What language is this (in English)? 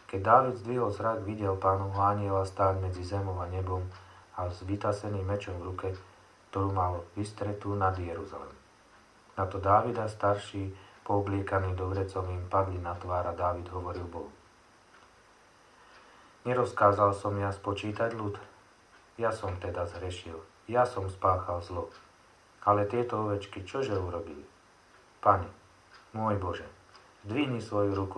Slovak